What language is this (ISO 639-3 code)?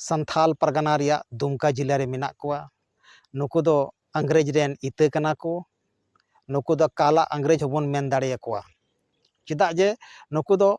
sat